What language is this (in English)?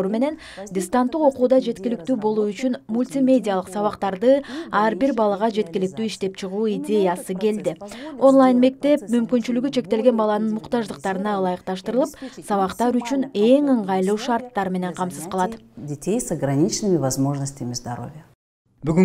Kyrgyz